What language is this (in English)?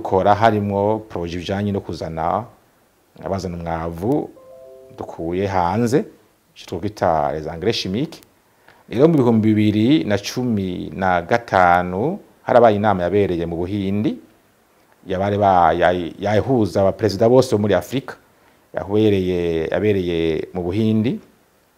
Rundi